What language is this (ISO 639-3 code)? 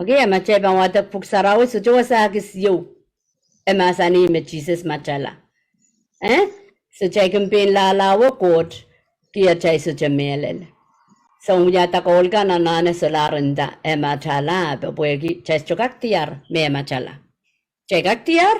pon